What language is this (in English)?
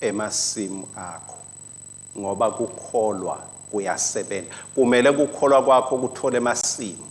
Swati